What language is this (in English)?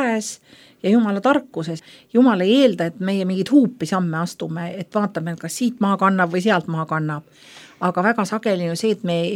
Estonian